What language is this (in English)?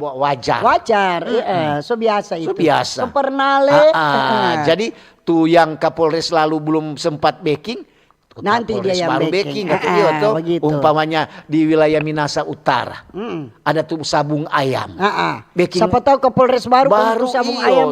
Manado Malay